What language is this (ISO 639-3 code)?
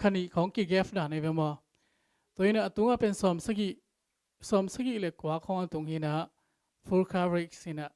ctd